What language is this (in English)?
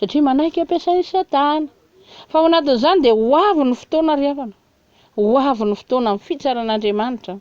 Malagasy